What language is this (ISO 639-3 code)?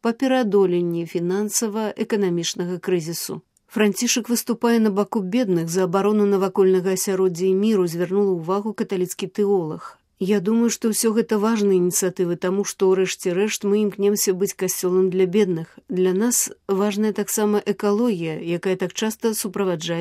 bel